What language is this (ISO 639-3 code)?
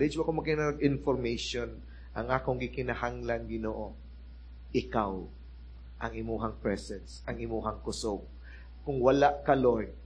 ceb